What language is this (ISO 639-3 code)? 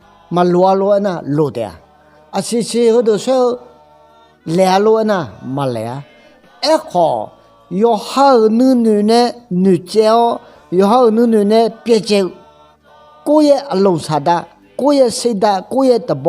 ahk